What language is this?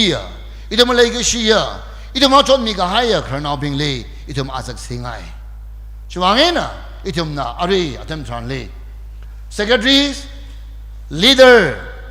Tangkhul Naga (India)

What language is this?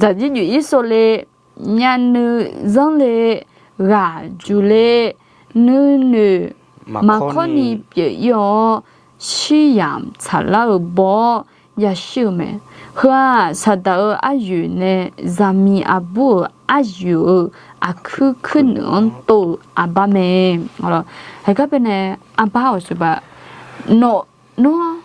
Akha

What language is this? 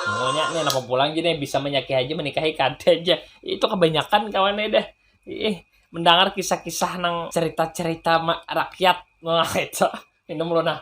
Banjar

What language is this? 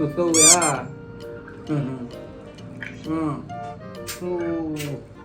Iban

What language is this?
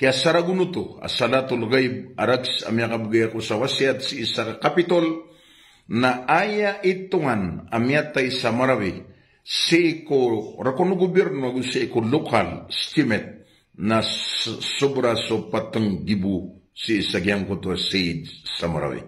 Maranao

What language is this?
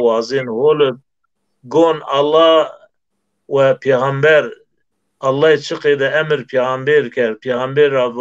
Zaza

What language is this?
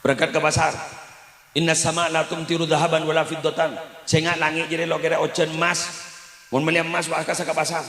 Madurese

